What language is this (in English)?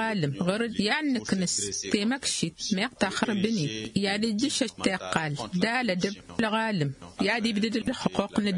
Tamasheq